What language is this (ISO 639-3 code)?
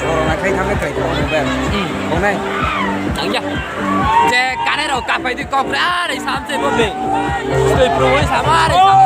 ria